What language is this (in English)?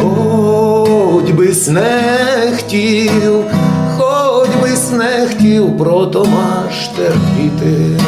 Rusyn